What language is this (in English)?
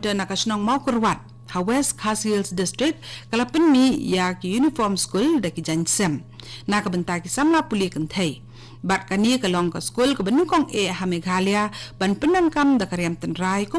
Khasi